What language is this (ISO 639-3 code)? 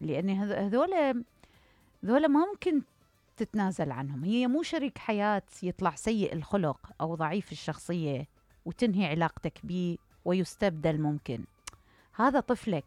acm